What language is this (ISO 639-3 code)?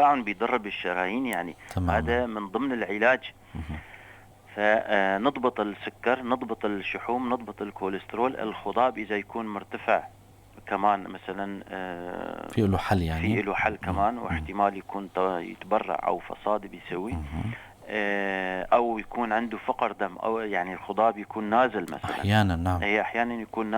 apc